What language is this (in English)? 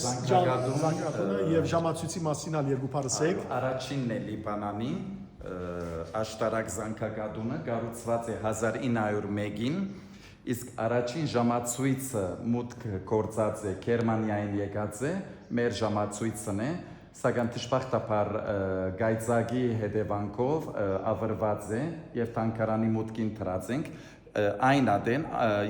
Western Armenian